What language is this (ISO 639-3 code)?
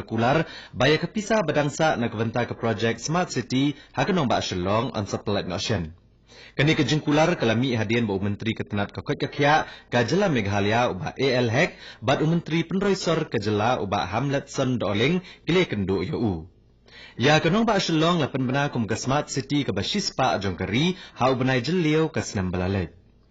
kha